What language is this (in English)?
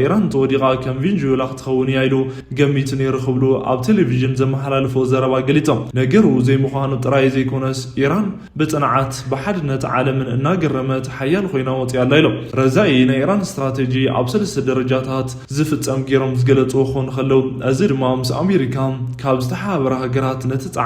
Tigrinya